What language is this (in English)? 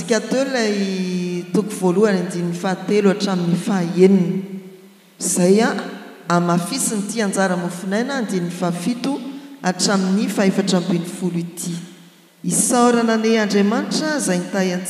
Malagasy